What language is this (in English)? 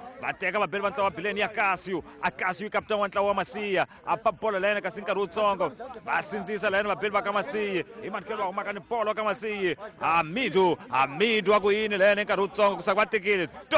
Tsonga